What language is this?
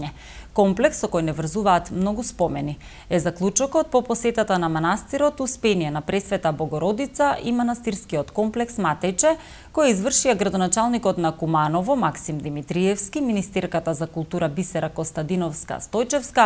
Macedonian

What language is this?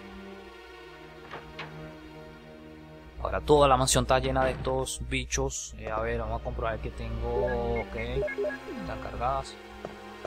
Spanish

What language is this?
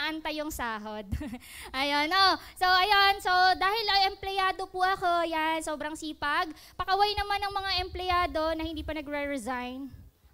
Filipino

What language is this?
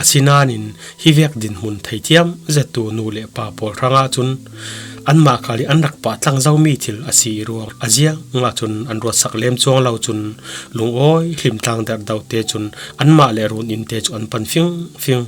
Falam Chin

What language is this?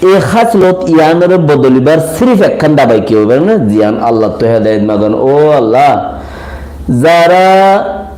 Rohingya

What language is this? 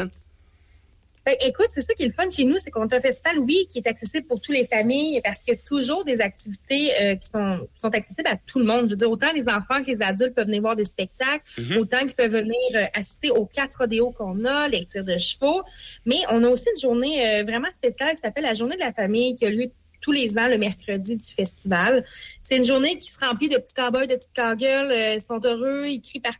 French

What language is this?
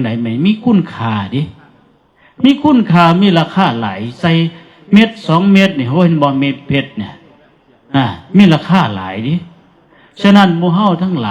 Northeastern Thai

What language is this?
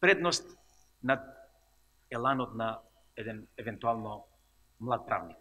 Macedonian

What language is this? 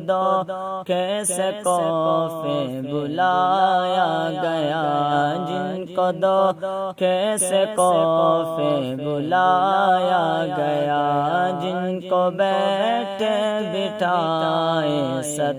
Saraiki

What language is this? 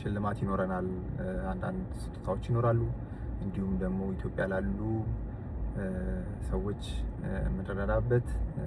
Amharic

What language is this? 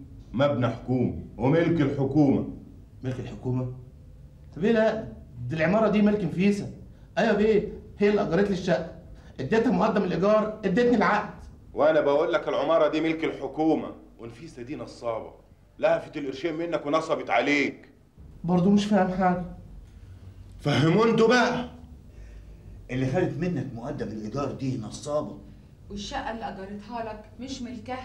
Egyptian Arabic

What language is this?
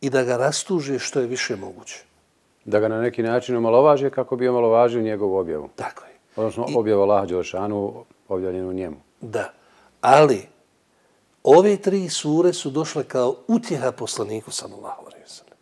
Bosnian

